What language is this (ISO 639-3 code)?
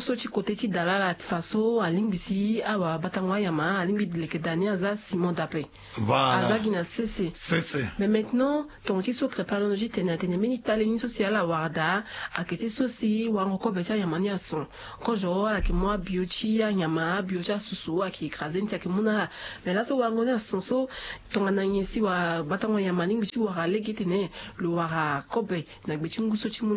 sag